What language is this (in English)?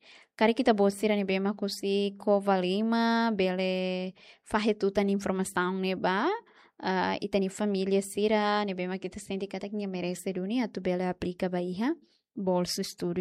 Tetum